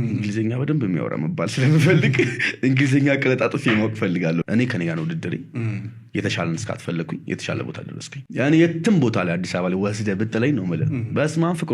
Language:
Amharic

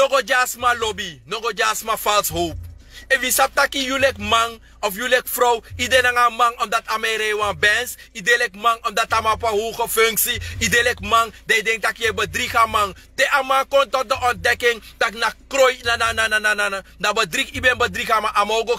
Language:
Sranan Tongo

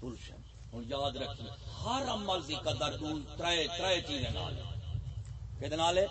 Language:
Saraiki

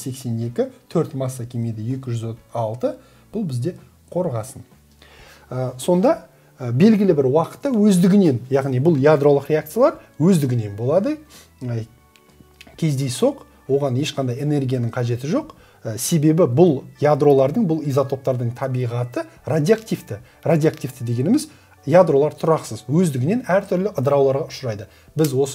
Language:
Kazakh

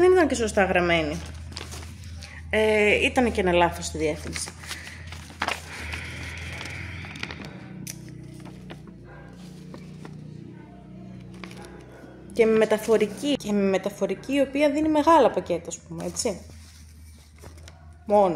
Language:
Greek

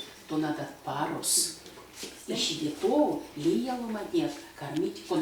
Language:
Erzya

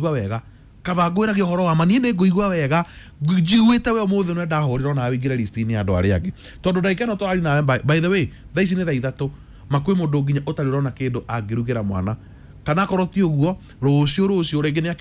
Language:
Kikuyu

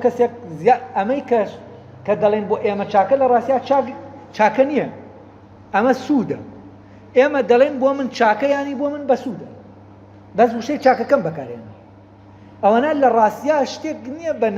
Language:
Central Kurdish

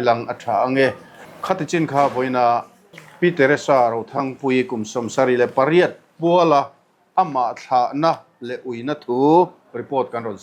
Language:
Mizo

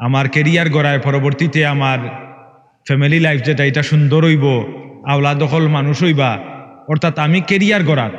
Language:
Sylheti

